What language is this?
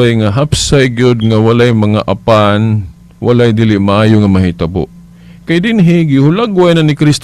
Cebuano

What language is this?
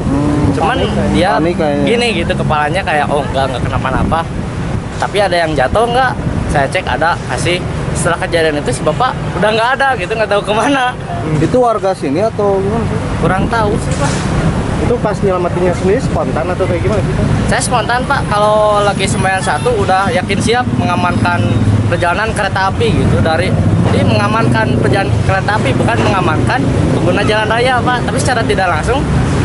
Indonesian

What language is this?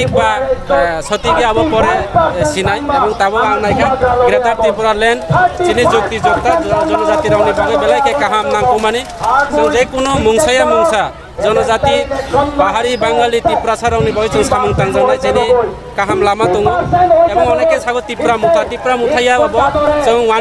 Kok Borok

